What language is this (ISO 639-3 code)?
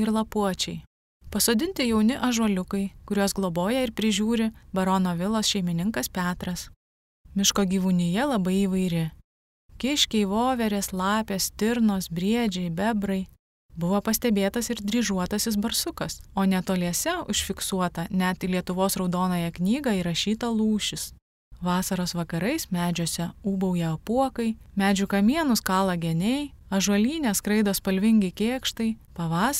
lit